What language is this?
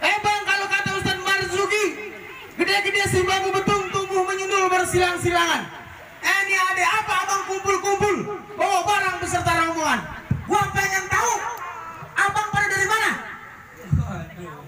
Betawi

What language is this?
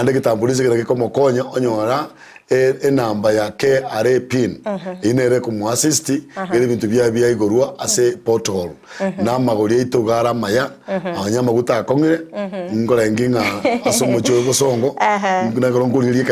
Gusii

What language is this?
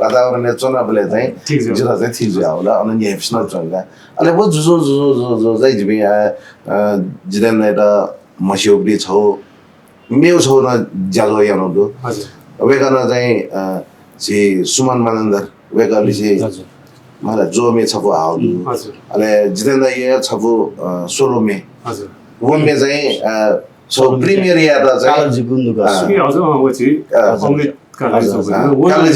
Newari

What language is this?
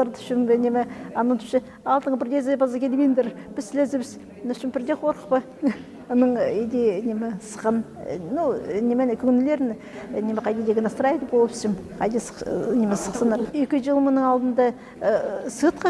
Khakas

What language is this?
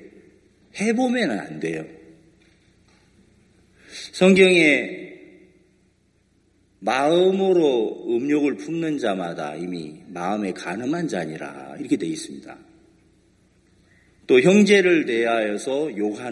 Korean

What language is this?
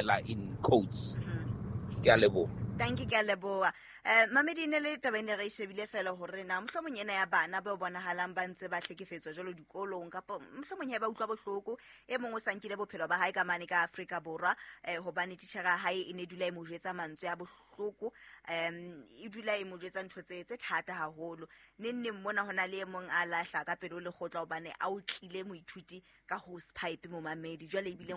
Southern Sotho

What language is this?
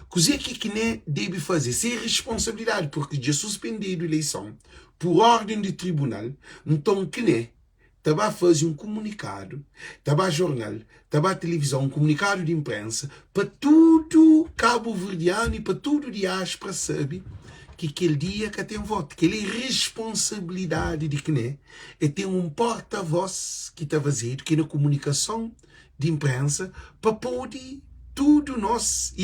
Kabuverdianu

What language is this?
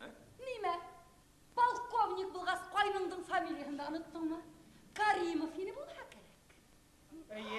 Bashkir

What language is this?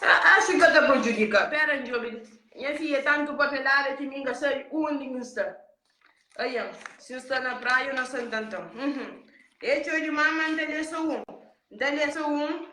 Kabuverdianu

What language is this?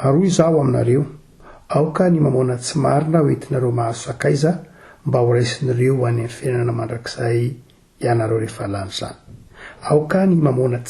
Malagasy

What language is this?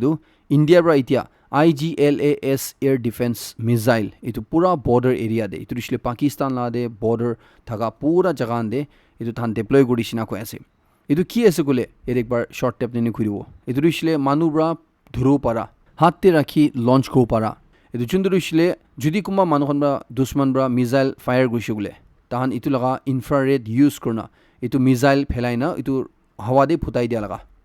Naga Pidgin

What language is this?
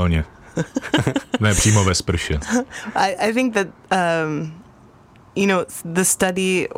Czech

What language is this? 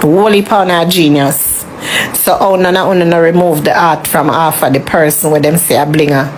Jamaican Creole English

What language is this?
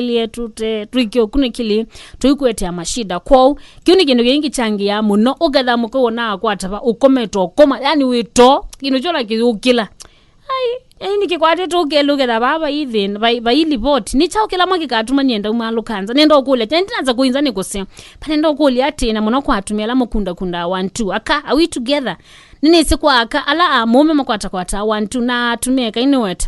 Kamba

